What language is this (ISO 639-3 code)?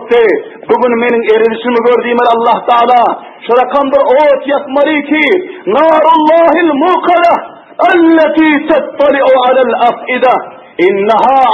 tuk